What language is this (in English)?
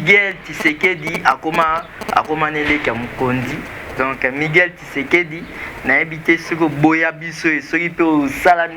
Lingala